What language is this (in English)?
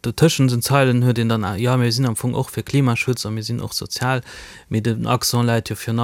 Luxembourgish